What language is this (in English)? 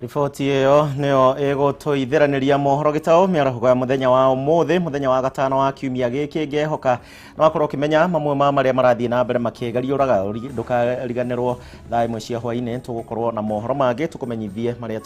Kikuyu